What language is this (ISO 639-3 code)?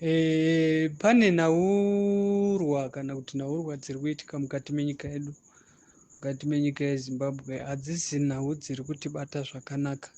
sna